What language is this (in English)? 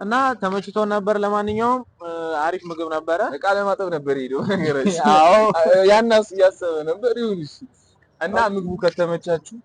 Amharic